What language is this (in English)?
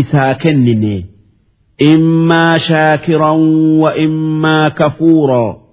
Oromo